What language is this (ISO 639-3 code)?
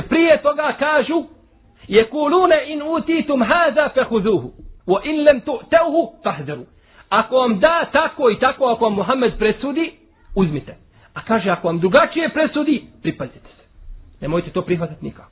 bos